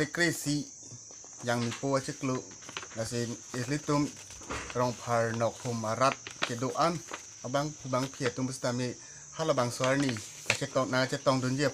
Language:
Karbi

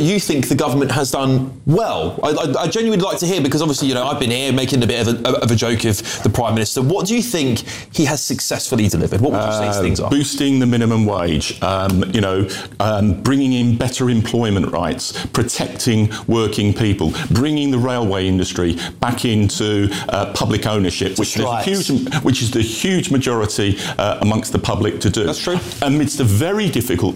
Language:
English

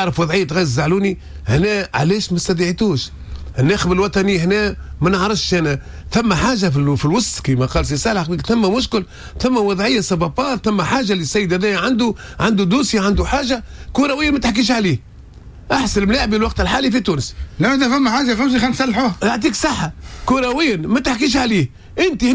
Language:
Tunisian Arabic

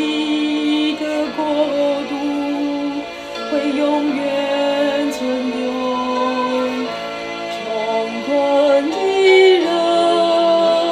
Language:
Chinese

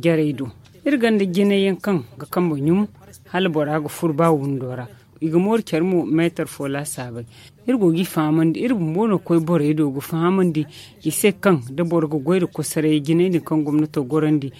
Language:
Zarma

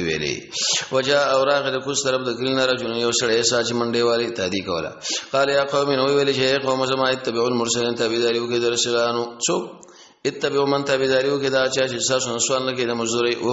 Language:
Pashto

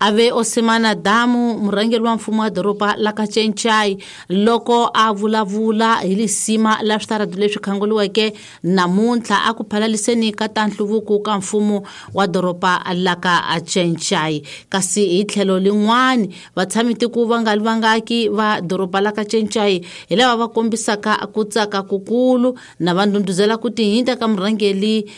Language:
Tsonga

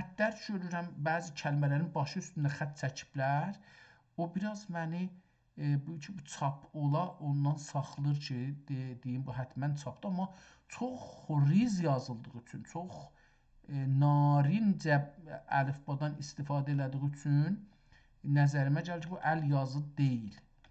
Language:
South Azerbaijani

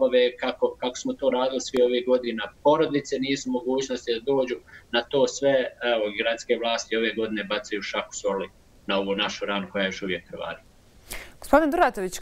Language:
Bosnian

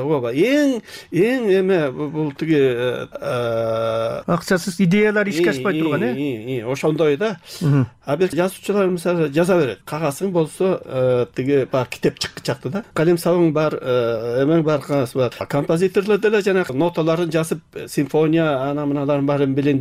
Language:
Kyrgyz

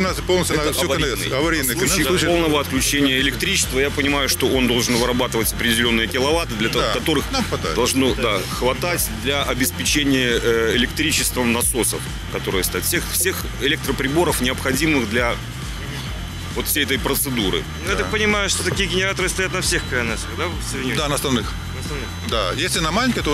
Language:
Russian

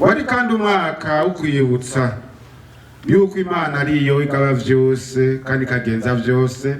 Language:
Rundi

